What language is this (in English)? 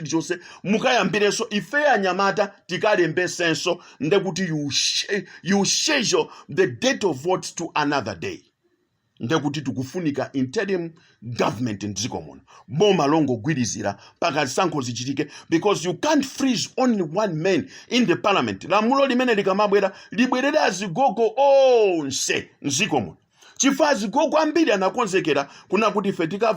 Nyanja